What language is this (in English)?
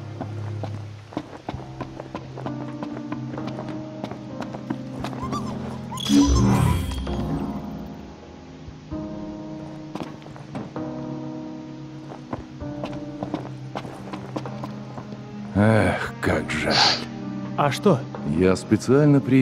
Russian